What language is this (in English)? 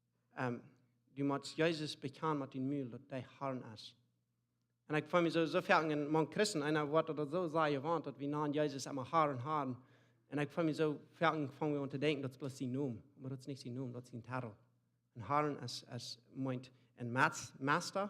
Plautdietsch